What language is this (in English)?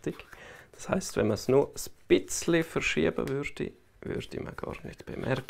Romansh